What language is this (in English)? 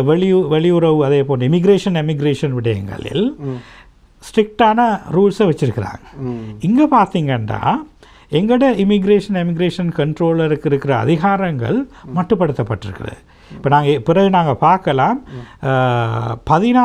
Tamil